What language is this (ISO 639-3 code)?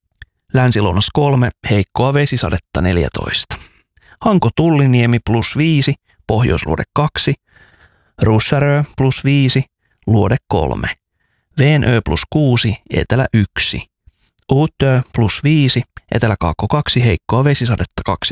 fin